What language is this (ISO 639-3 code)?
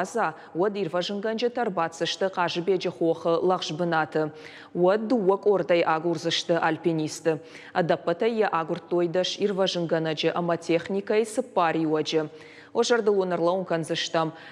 oss